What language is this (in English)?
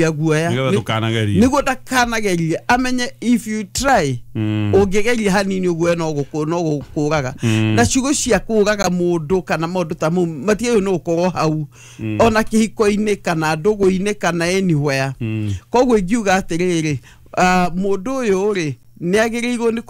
Kikuyu